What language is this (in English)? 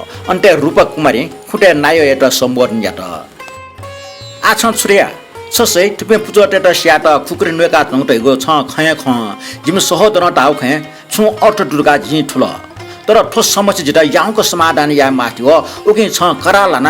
Newari